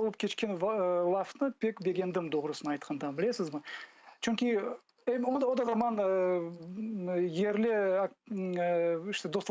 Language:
Crimean Tatar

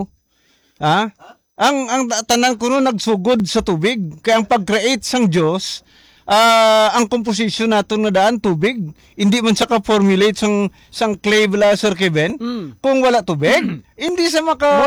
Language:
Hiligaynon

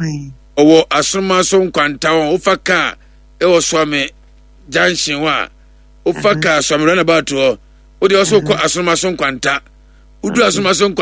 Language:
Akan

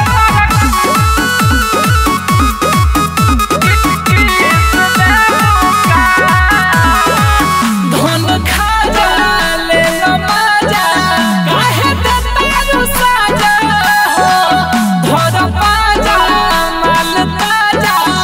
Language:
Bhojpuri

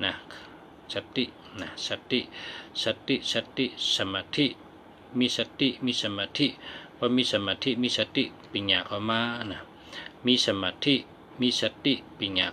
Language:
Shan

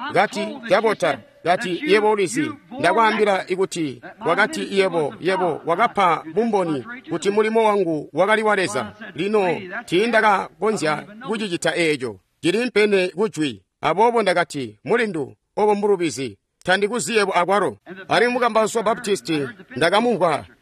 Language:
Tonga (Zambia)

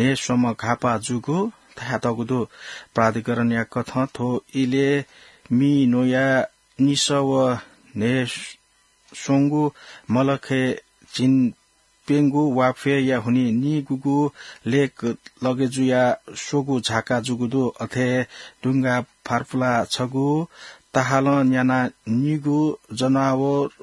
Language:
Newari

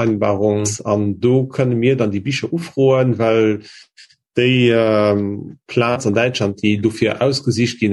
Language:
Luxembourgish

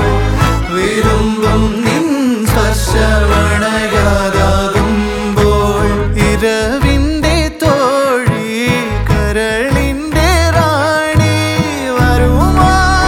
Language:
Malayalam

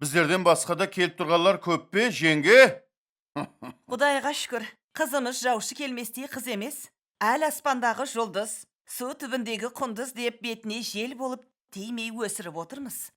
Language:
Kara-Kalpak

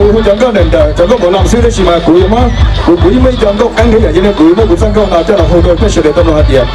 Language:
Hmong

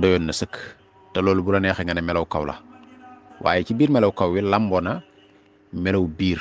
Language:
Wolof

